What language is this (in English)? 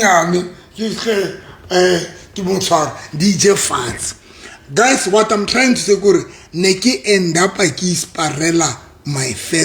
Southern Sotho